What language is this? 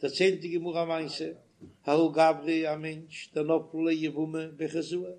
Yiddish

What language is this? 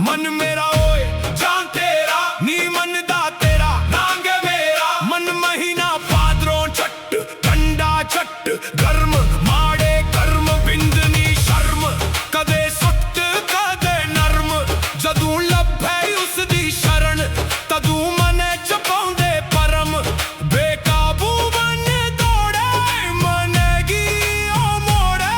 Dogri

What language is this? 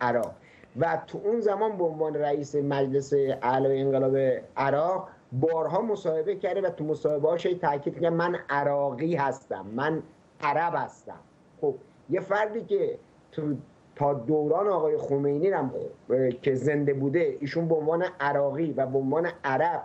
Persian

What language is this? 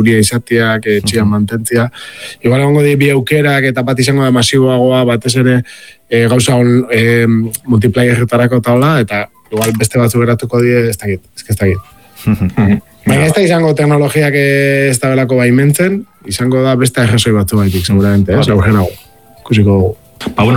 Basque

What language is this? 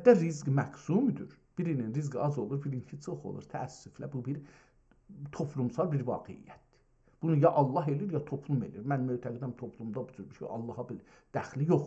South Azerbaijani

